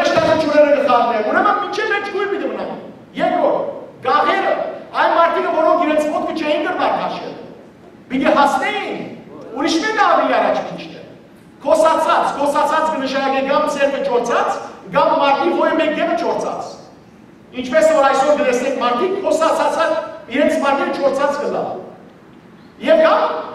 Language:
Western Armenian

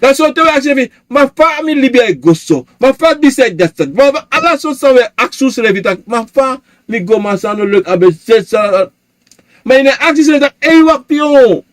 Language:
Sranan Tongo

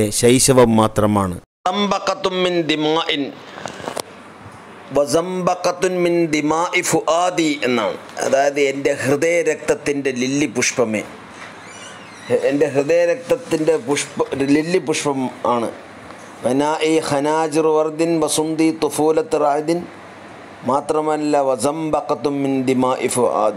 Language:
Malayalam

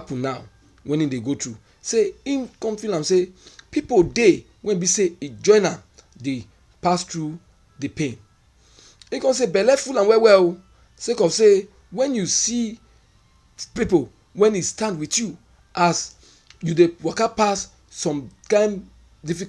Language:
Nigerian Pidgin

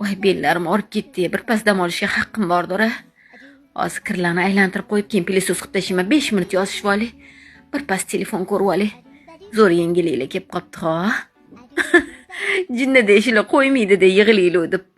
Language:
Uzbek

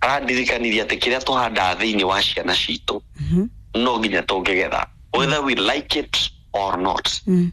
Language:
Kikuyu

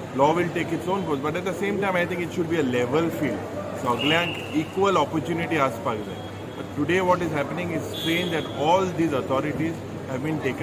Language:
Konkani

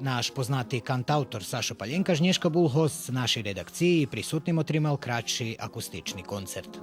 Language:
Rusyn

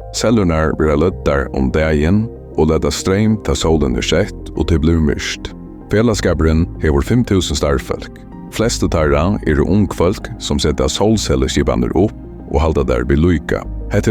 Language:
Faroese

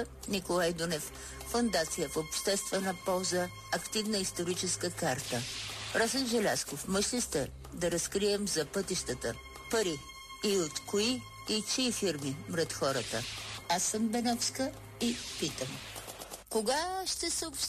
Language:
Bulgarian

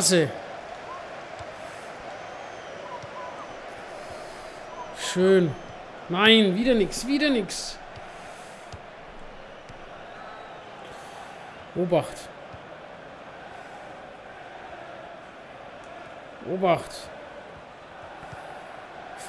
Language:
German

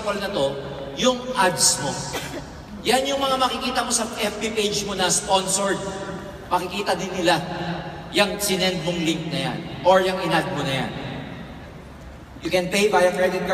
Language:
Filipino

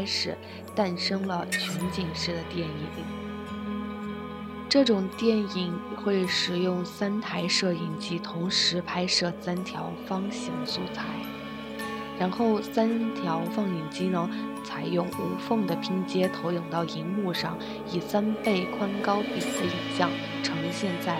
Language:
Chinese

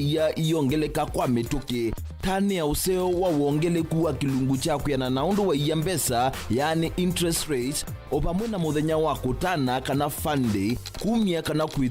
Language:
Kamba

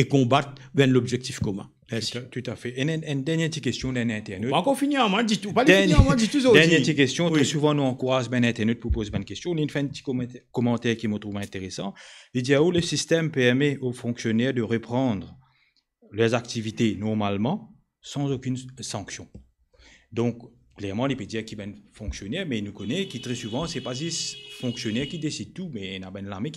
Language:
Morisyen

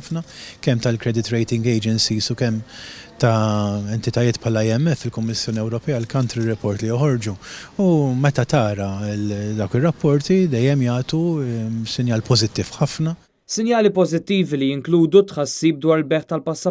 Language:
Maltese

